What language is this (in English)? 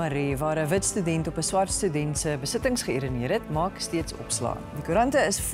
Afrikaans